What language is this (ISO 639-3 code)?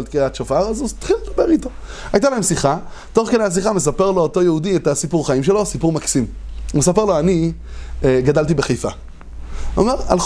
heb